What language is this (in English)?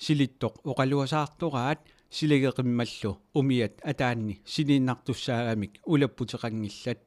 Kalaallisut